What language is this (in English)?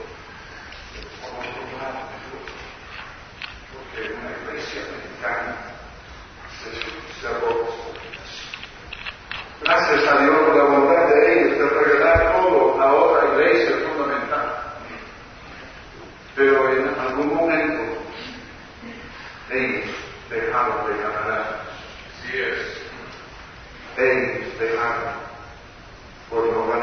Spanish